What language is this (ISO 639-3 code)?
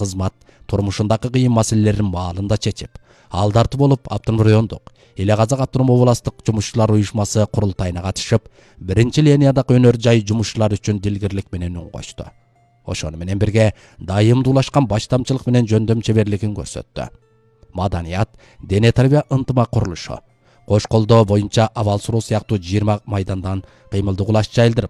kir